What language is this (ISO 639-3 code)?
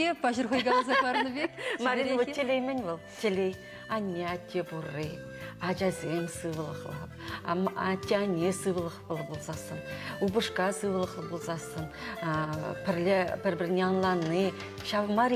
chv